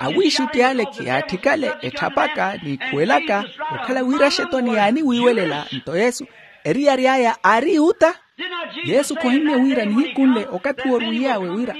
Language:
Makhuwa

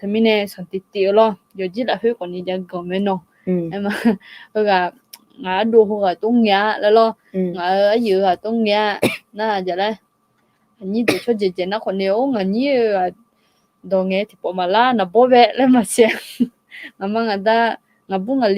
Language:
Akha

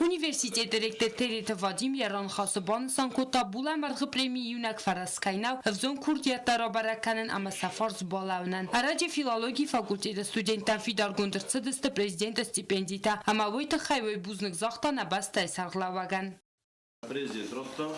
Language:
Ossetic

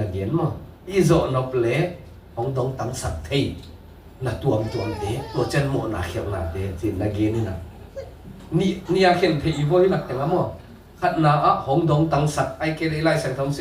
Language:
Tedim Chin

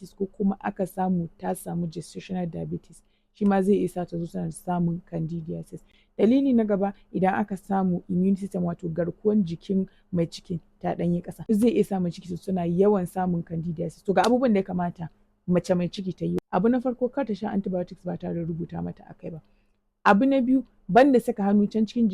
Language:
Hausa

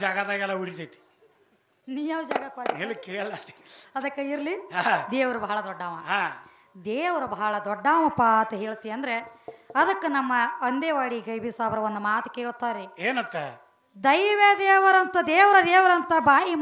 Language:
Kannada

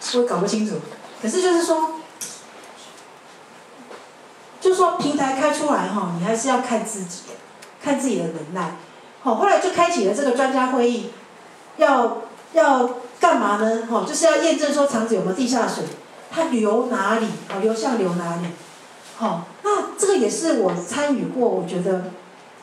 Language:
Chinese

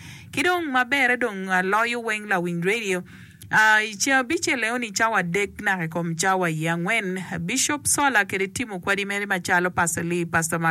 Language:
Acoli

